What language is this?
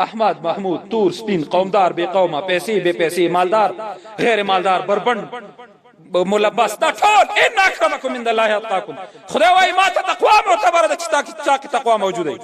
Pashto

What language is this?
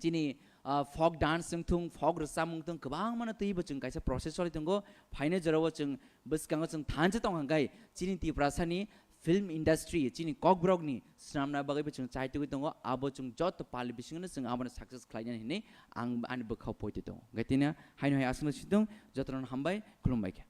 Kok Borok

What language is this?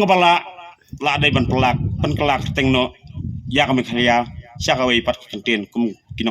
Khasi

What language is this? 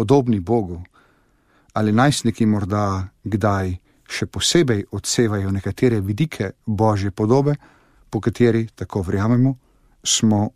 Slovenian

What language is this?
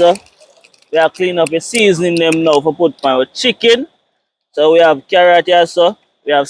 Jamaican Creole English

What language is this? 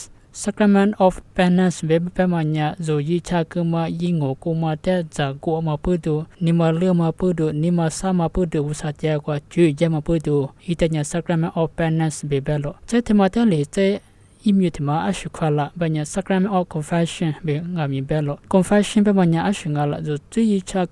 Lisu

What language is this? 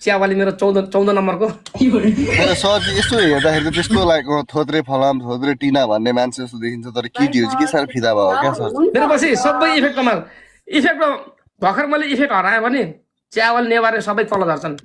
Nepali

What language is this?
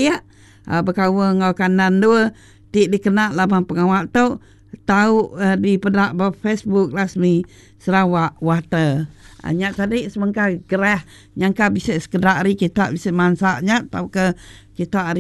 Iban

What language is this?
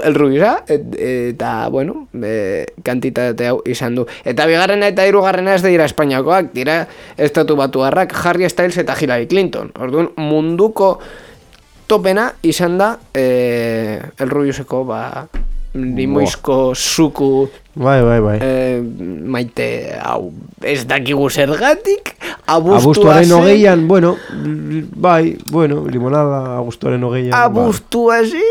Basque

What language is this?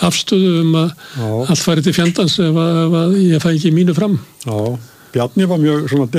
Icelandic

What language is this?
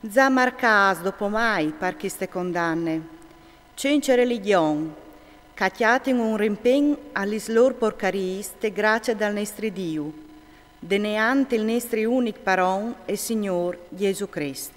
Friulian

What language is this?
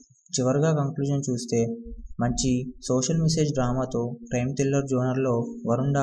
Telugu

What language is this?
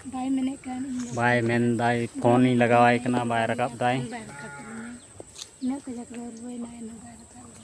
Santali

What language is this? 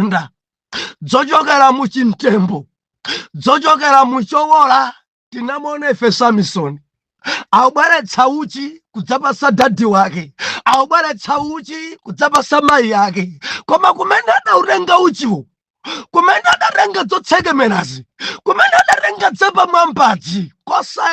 Nyanja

